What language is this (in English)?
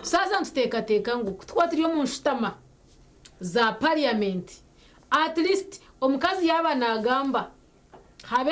Nyankole